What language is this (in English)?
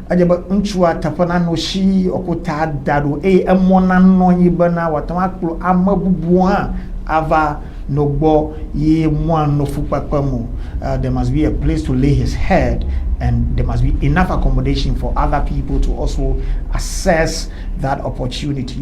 Ewe